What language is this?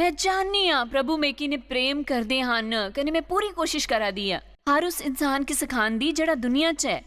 Dogri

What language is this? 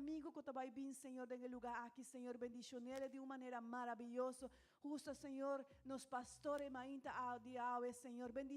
Papiamento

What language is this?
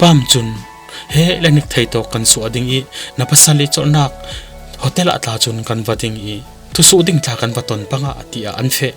Falam Chin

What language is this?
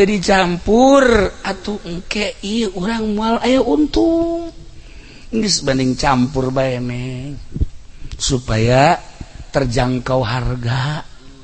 Sundanese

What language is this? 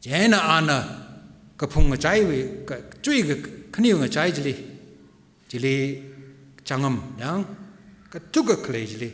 Tangkhul Naga (India)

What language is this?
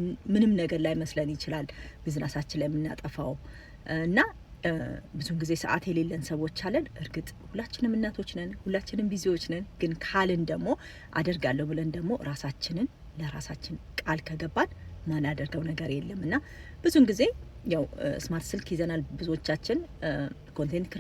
Amharic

